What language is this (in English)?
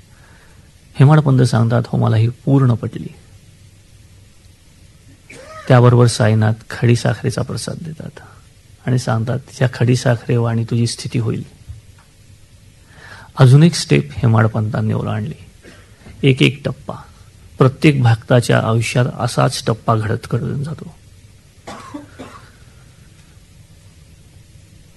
Marathi